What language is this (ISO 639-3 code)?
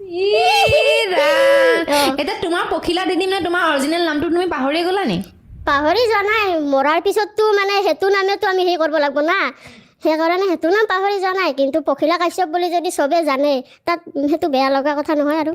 asm